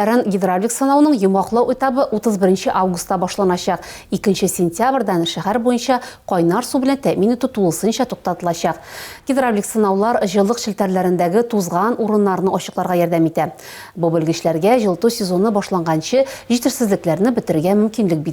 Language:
Tatar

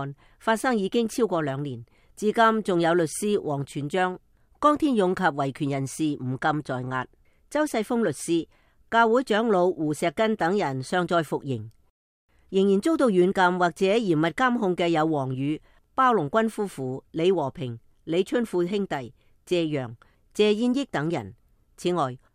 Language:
Cantonese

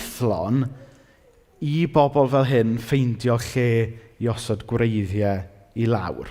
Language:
Welsh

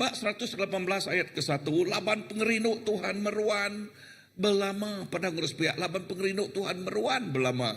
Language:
Iban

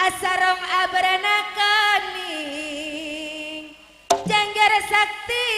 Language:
Madurese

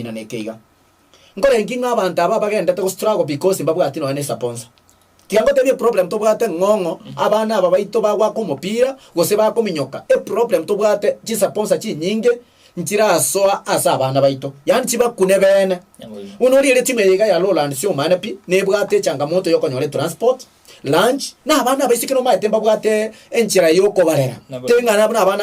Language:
Gusii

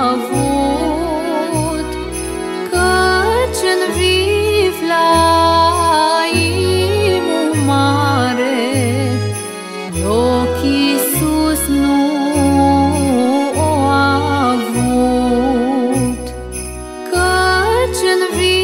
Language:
Romanian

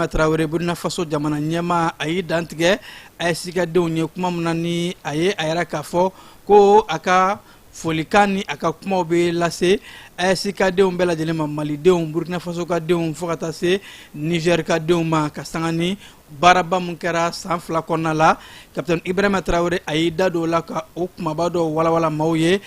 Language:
Bambara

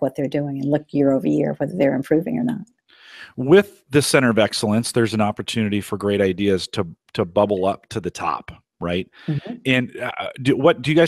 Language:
English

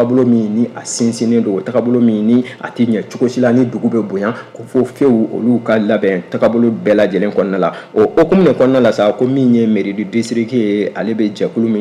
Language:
Bambara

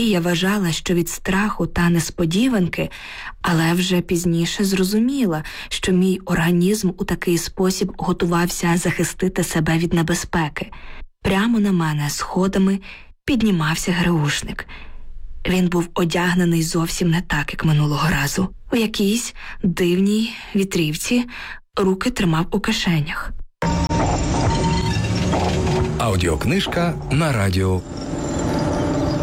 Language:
Ukrainian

